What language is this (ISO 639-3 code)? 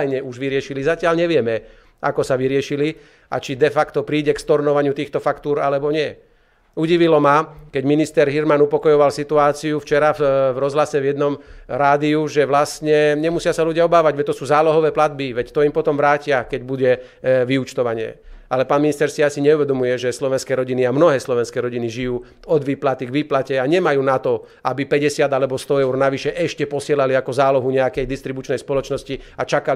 slk